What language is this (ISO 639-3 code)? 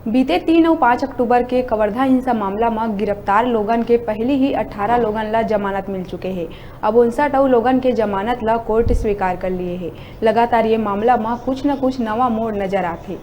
hne